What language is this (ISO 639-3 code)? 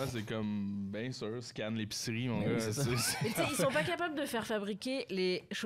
fra